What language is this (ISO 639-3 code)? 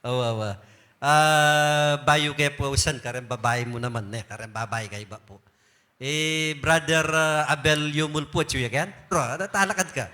pam